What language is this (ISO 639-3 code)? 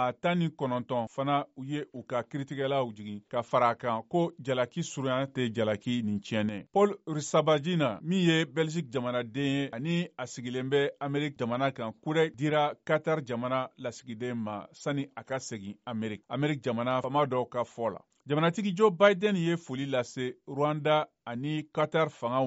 bam